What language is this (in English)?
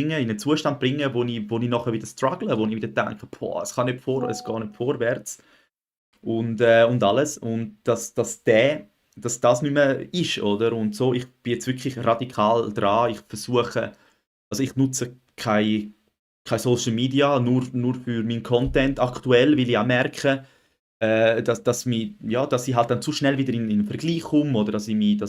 Swiss German